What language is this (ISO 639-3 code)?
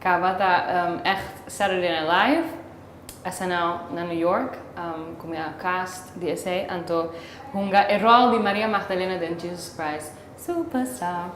pap